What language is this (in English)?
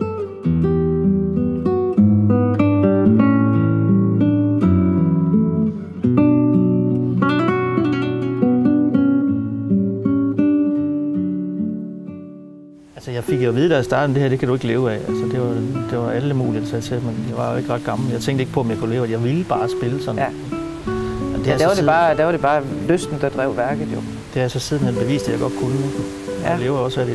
Danish